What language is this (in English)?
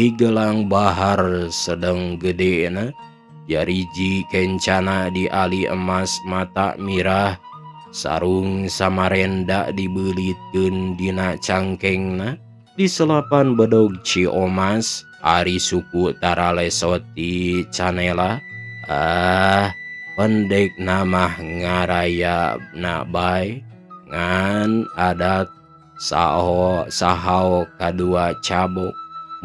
Sundanese